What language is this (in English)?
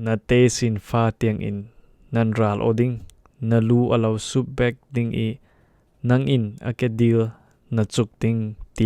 Falam Chin